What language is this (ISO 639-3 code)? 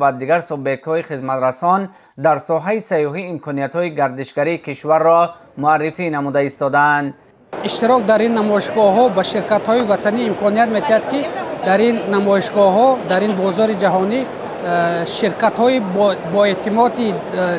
tgk